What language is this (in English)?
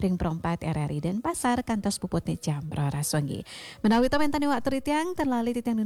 Balinese